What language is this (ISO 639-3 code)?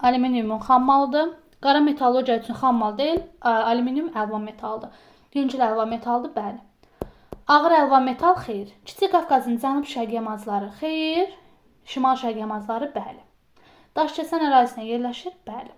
aze